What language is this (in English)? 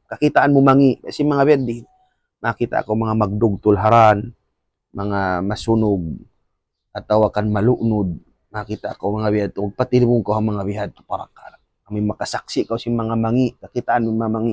Tausug